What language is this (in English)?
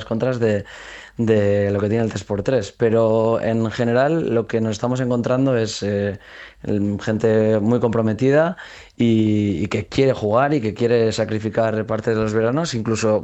Spanish